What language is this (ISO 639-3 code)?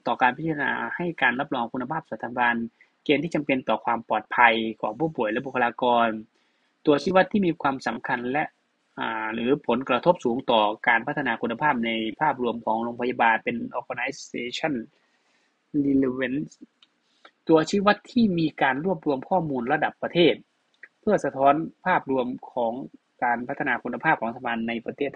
tha